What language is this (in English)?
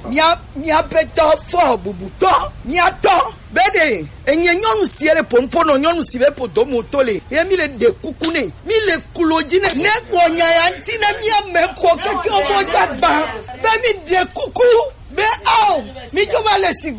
Gen